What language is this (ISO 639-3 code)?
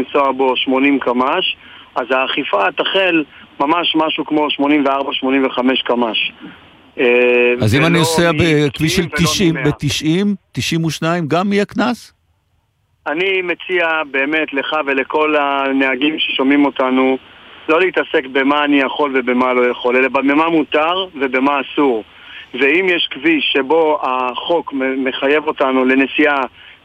heb